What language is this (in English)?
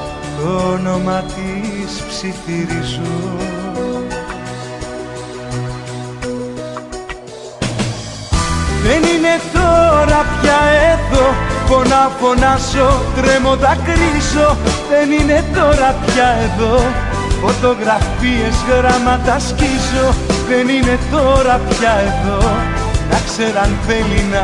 Greek